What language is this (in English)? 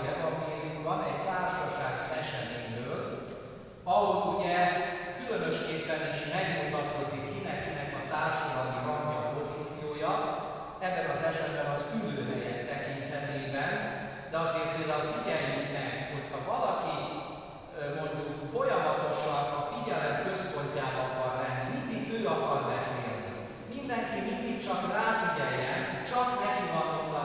Hungarian